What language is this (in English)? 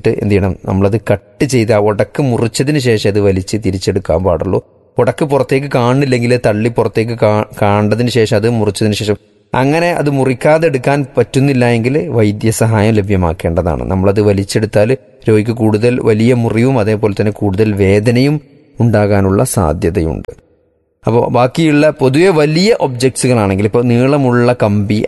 Malayalam